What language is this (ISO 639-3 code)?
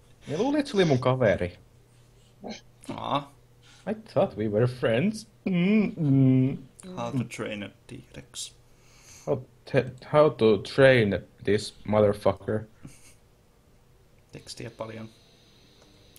fin